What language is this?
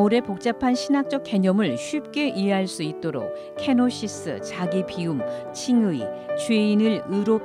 Korean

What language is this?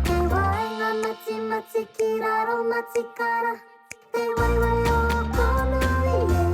Māori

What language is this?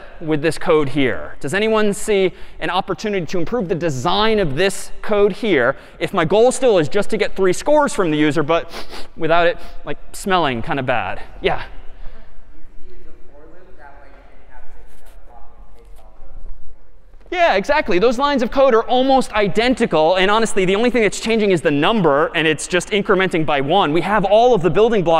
English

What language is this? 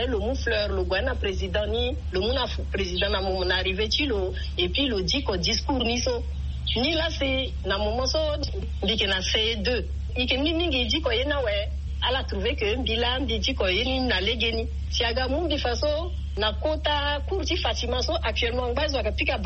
Sango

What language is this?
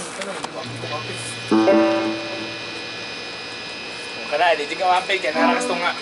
Filipino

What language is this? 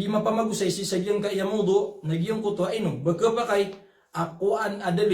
Maranao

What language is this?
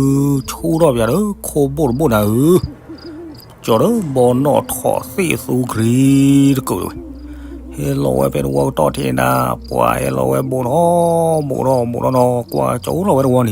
S'gaw Karen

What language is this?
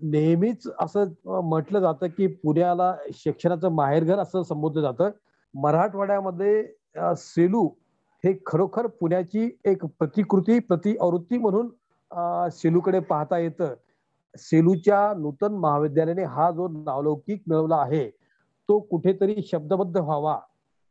Marathi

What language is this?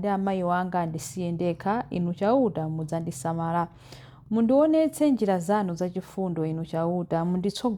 Nyanja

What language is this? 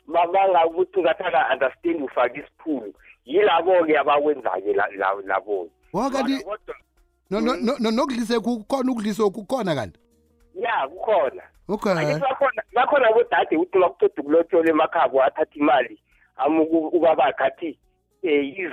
South Ndebele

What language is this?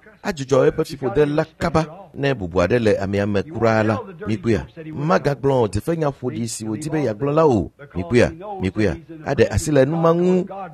Ewe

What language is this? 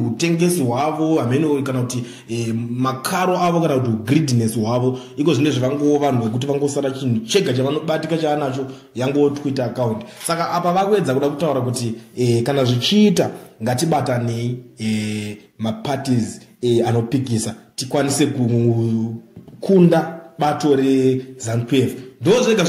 Shona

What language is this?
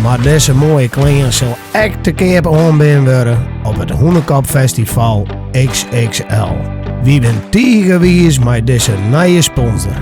Western Frisian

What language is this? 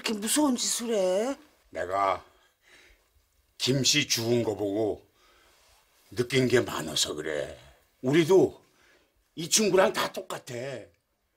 Korean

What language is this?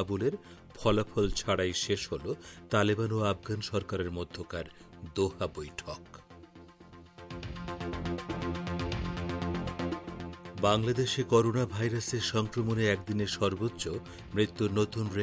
Bangla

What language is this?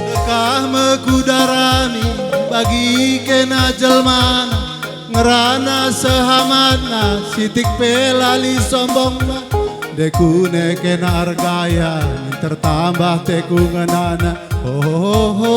Batak Karo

